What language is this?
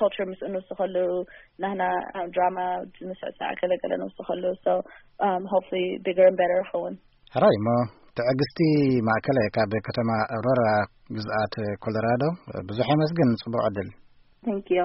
Tigrinya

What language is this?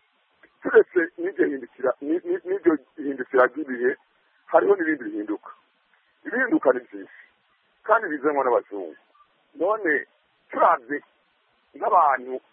Kinyarwanda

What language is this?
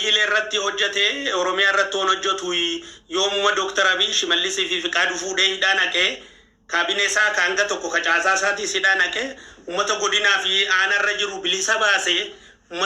Oromo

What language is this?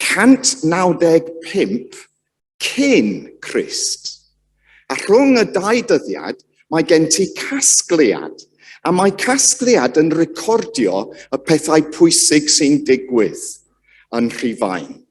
Welsh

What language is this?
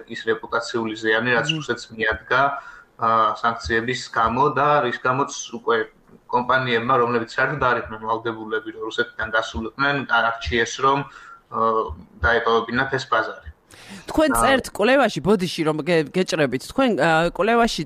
Georgian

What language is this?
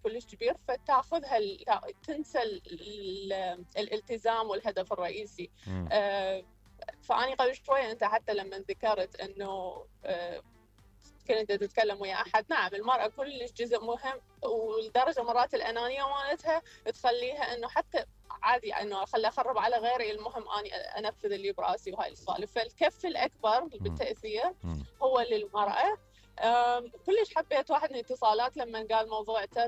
Mesopotamian Arabic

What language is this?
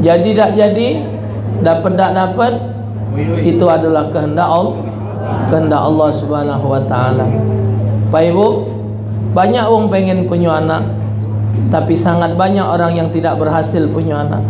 Musi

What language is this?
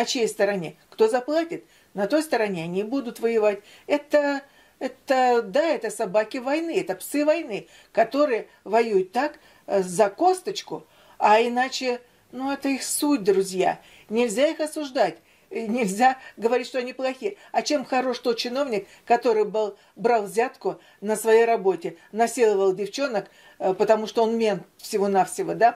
Russian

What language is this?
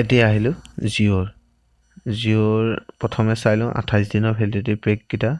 Assamese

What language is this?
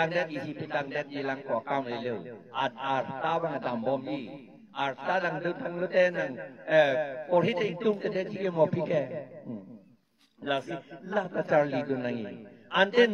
Karbi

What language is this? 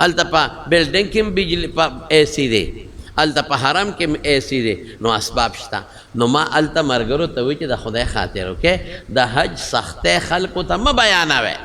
Pashto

